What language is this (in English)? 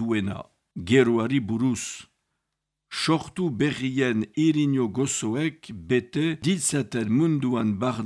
Basque